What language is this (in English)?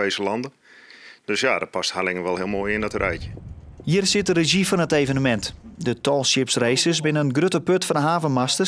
Western Frisian